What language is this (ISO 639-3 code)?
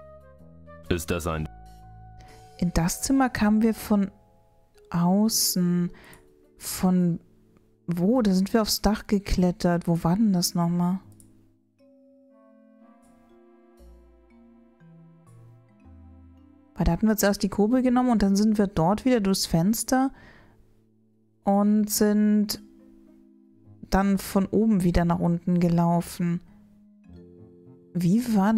deu